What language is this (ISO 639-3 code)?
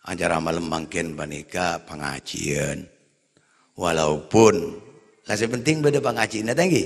mad